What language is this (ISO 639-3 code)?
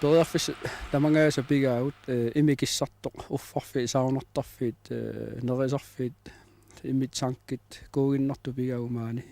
kal